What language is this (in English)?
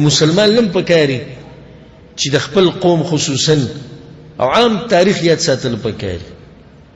Pashto